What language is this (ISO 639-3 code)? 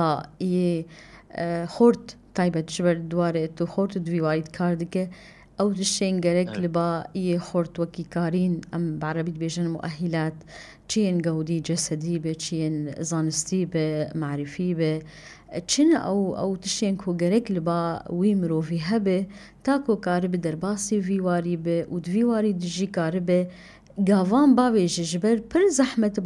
kur